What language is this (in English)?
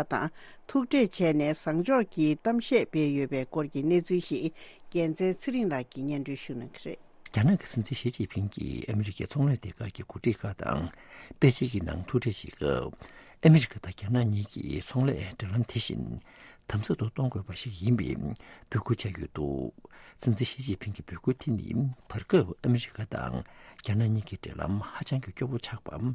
Tibetan